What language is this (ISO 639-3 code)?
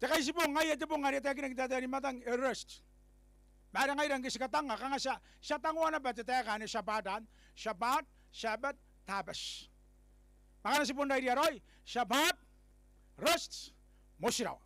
gil